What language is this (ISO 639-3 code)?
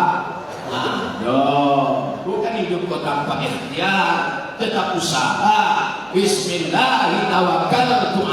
min